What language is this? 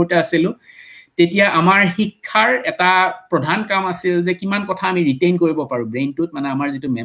Assamese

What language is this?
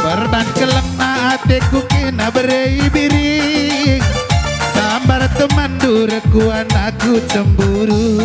Batak Karo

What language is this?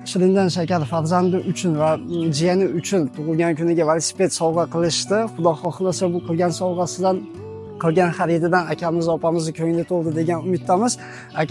Uzbek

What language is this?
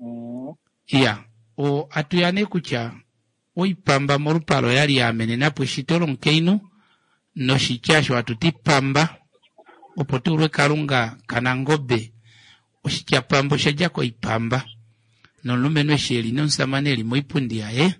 Kuanyama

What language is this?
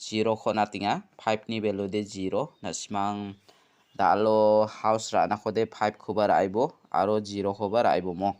Garo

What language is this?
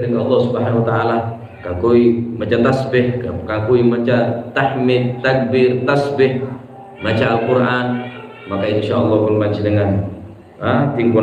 Madurese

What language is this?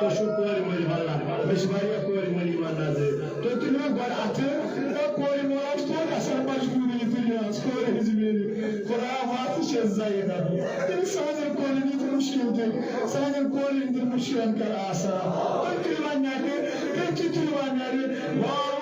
Kashmiri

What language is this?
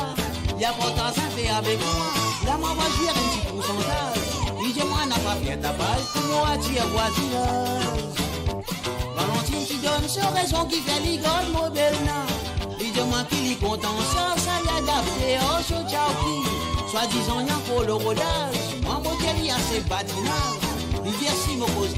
Morisyen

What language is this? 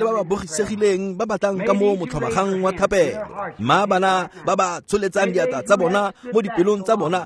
Tswana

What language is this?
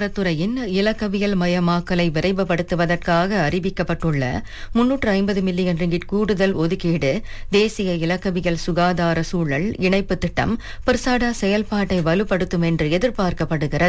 Tamil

